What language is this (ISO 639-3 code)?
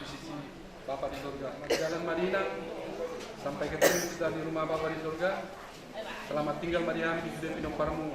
bbc